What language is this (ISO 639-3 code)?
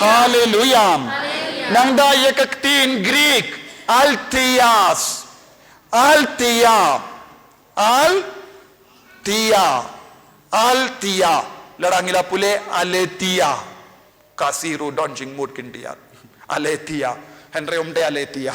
kha